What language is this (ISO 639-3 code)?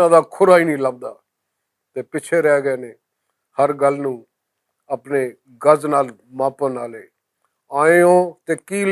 lah